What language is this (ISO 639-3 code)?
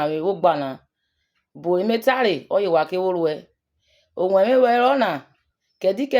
urh